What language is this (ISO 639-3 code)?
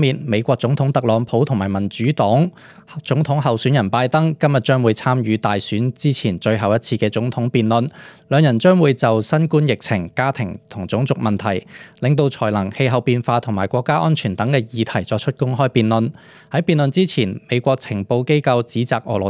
yue